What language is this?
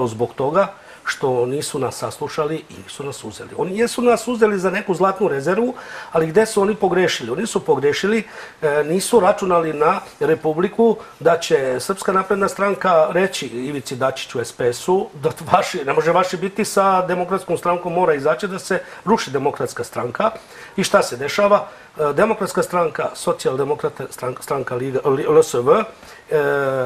Serbian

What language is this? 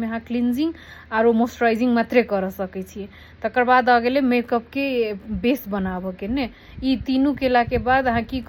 Maithili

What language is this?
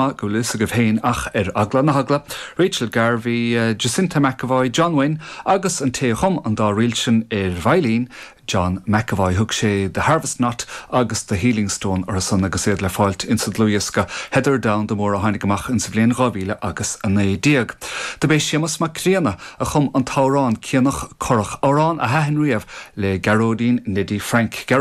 Irish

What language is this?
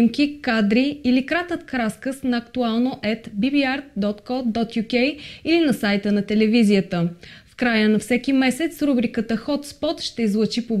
Bulgarian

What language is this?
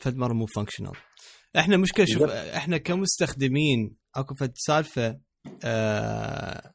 Mesopotamian Arabic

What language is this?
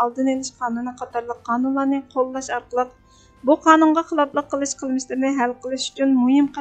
Uyghur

